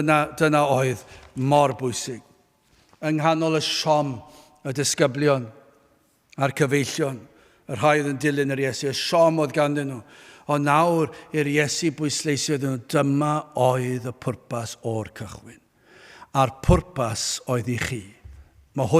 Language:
Welsh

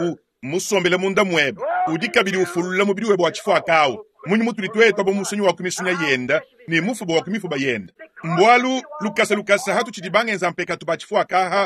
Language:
Luba-Lulua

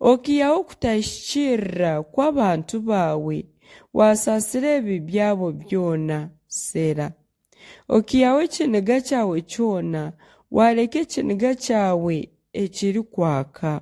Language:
Nyankole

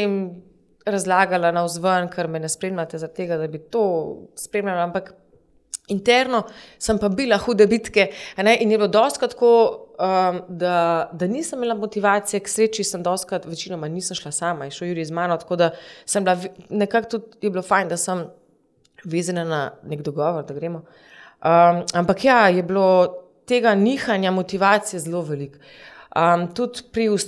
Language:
Slovenian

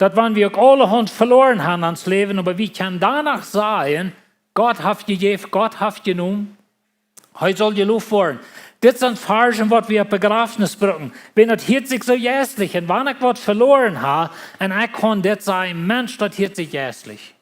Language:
Plautdietsch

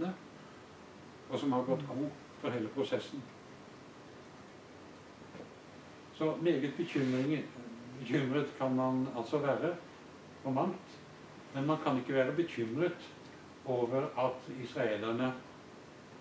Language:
Norwegian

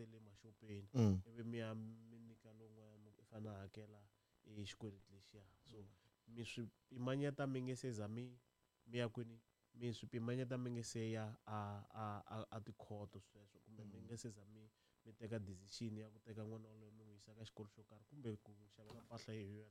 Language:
Tsonga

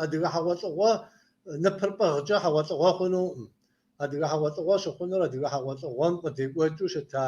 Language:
Kabardian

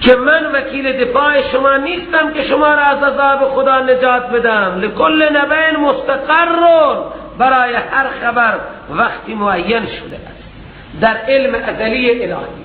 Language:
Persian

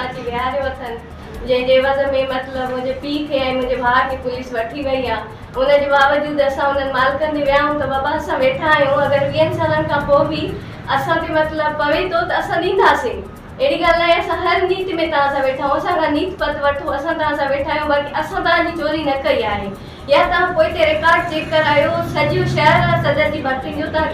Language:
Sindhi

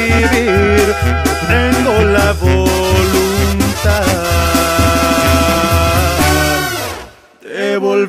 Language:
Spanish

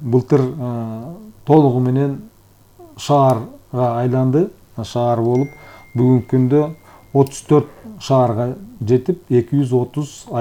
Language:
Kyrgyz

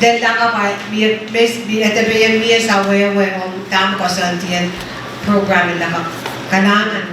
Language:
Pohnpeian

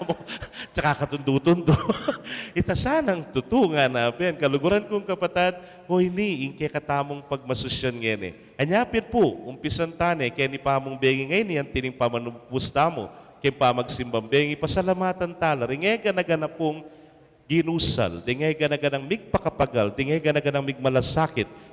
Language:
Pampanga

